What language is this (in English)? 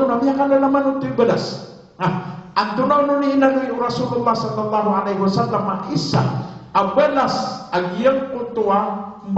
Maranao